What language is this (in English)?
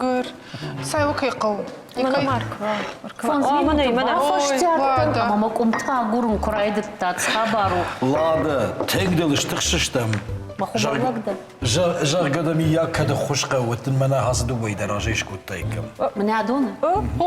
Ossetic